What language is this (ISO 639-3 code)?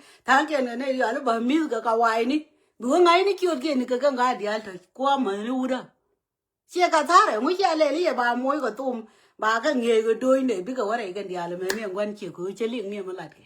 nus